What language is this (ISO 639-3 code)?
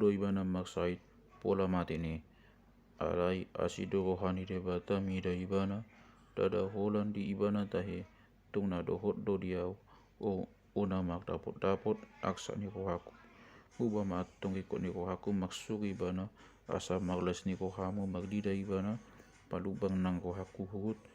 bbc